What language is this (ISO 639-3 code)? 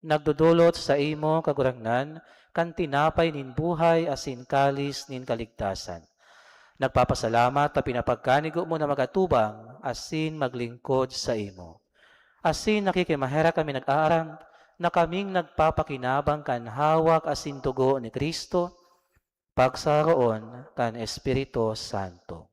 bik